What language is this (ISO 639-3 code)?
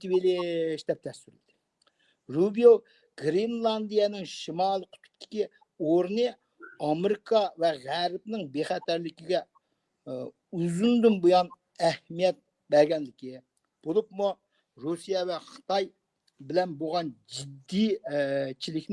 uig